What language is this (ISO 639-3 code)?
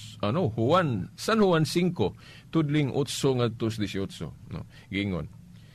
ceb